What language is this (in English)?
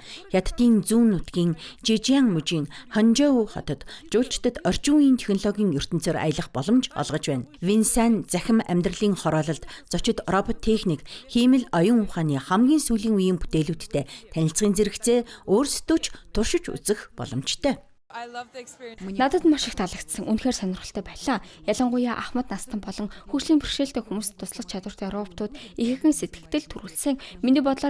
Mongolian